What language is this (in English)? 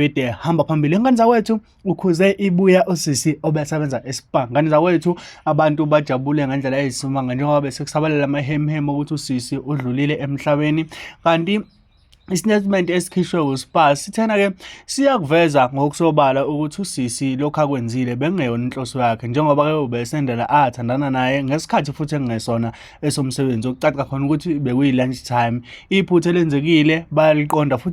Zulu